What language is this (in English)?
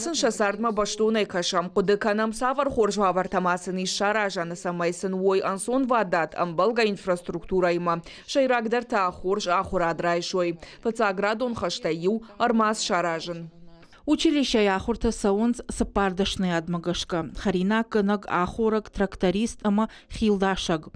Ossetic